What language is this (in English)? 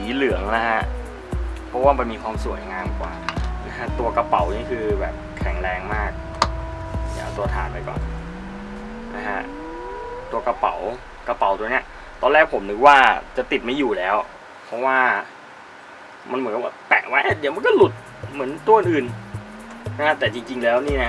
Thai